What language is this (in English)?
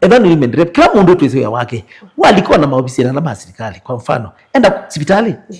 Kamba